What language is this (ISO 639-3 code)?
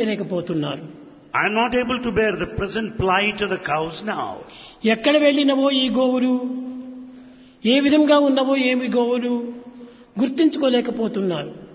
tel